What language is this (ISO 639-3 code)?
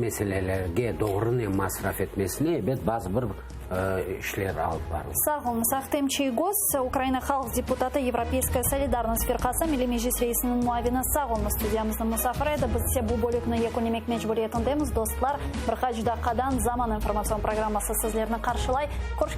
crh